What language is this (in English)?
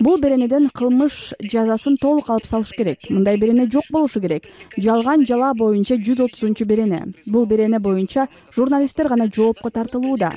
Kyrgyz